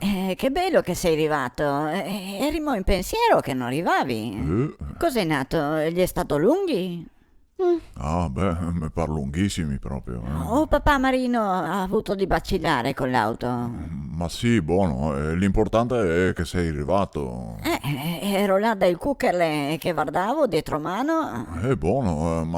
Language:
Venetian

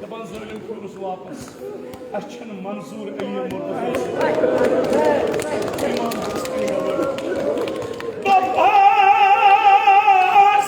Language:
Kashmiri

